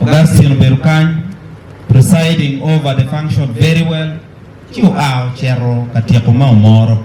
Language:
Acoli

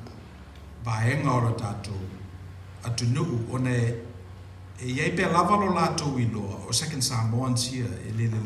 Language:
Samoan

